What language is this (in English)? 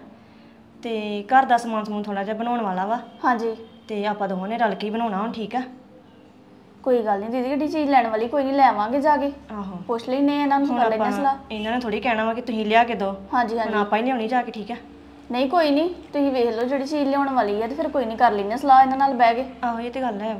Punjabi